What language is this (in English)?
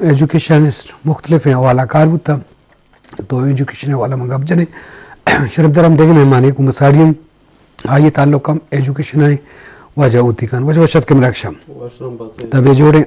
Eastern Balochi